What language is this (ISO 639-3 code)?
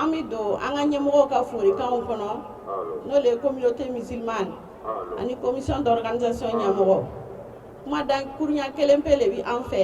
bam